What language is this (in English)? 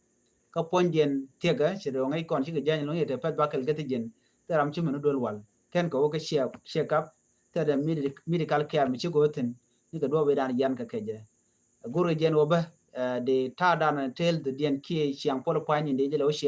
Nuer